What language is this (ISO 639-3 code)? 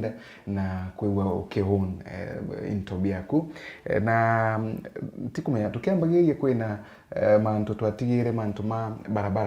mer